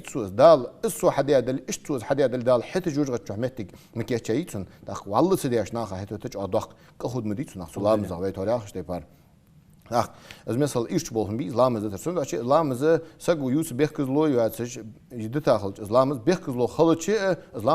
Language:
Ingush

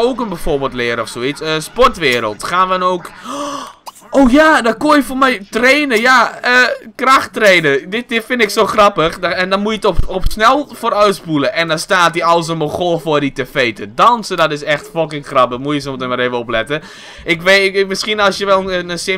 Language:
Dutch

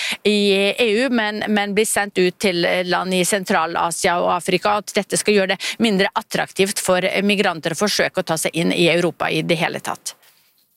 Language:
Norwegian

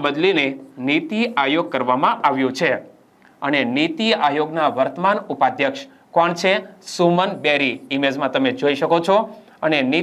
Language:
Gujarati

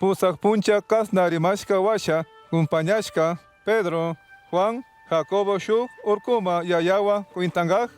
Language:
Chimborazo Highland Quichua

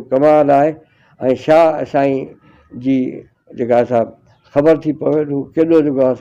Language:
Sindhi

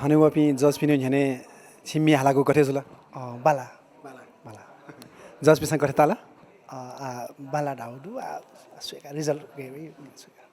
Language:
Newari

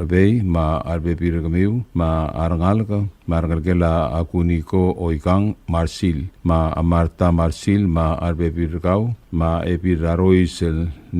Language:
Palauan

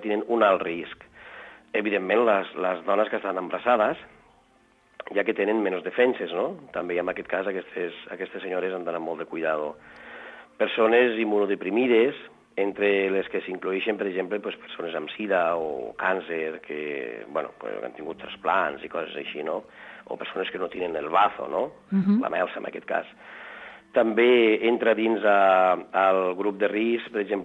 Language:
Catalan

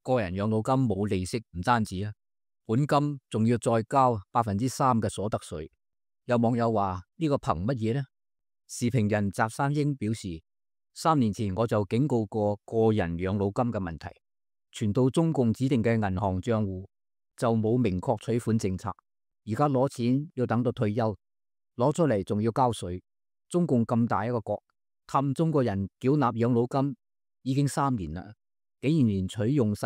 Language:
Cantonese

